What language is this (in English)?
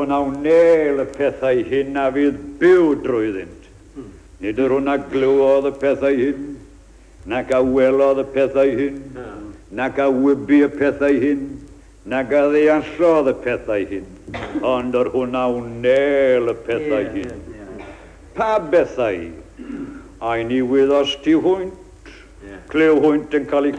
Welsh